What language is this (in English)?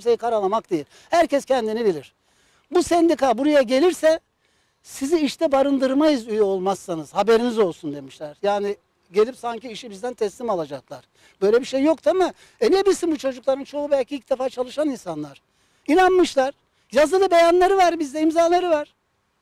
Turkish